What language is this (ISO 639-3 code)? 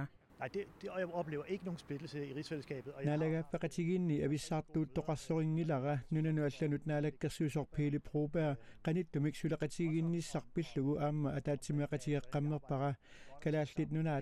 kal